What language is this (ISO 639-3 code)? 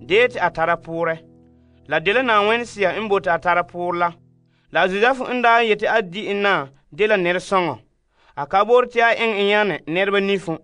gur